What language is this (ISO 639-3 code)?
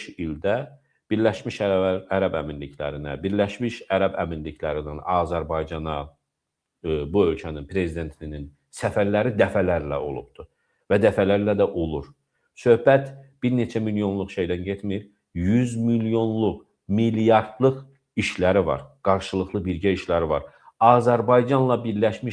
aze